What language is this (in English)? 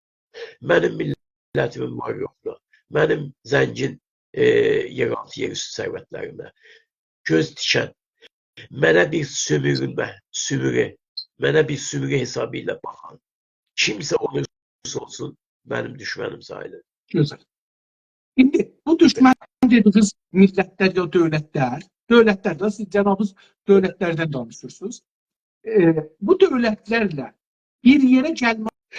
South Azerbaijani